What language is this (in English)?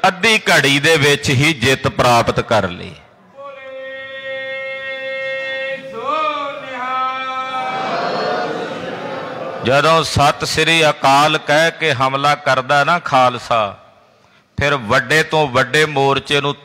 Punjabi